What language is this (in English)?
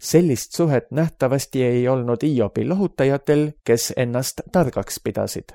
Estonian